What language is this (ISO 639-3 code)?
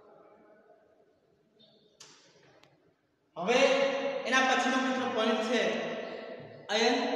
guj